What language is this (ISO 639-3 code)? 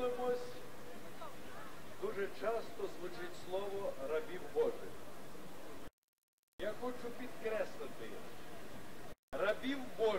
ukr